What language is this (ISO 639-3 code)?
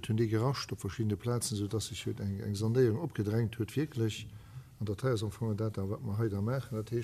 ltz